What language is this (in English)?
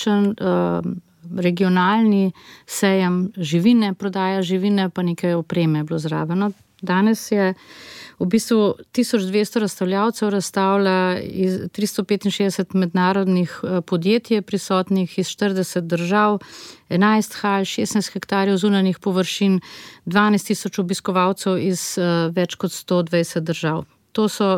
Slovenian